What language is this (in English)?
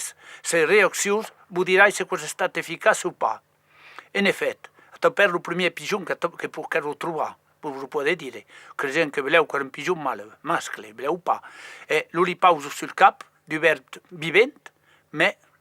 Occitan